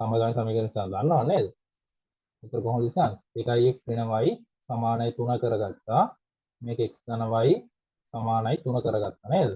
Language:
Sinhala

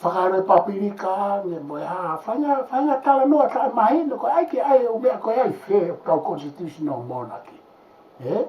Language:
Tongan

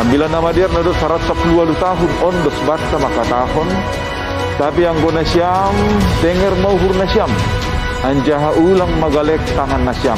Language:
Batak Simalungun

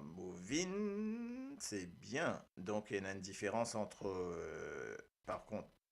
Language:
Morisyen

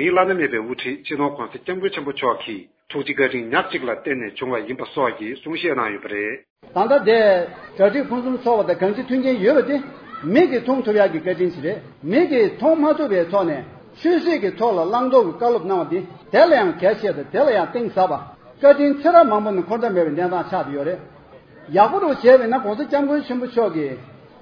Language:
Tibetan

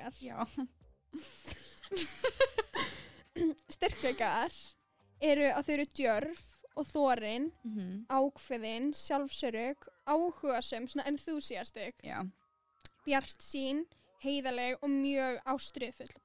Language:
Icelandic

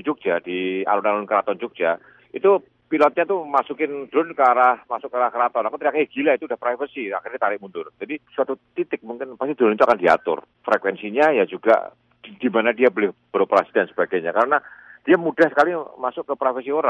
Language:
Indonesian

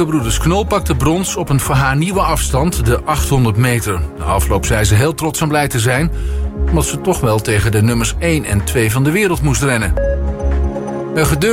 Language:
Dutch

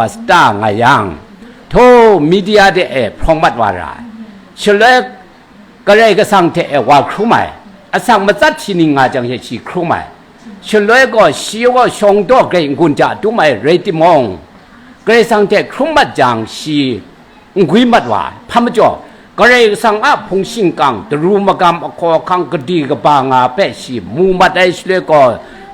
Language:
Kachin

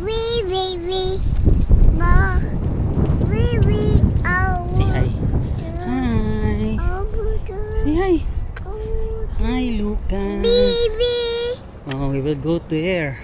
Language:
Cebuano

